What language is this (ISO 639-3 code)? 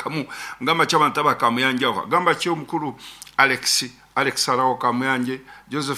nyn